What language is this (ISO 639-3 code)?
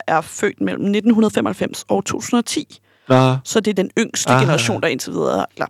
dan